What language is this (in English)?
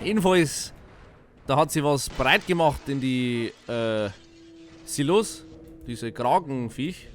Bavarian